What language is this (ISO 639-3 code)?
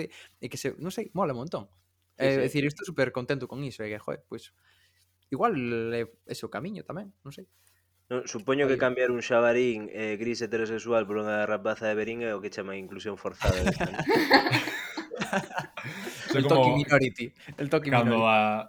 glg